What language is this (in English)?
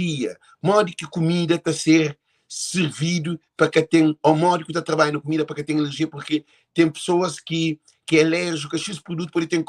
Kabuverdianu